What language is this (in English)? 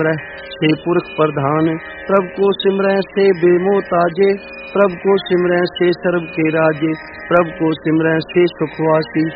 Punjabi